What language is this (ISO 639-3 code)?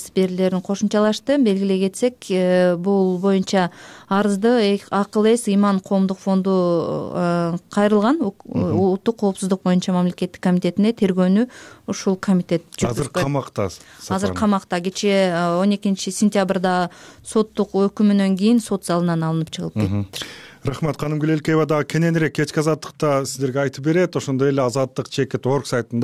kir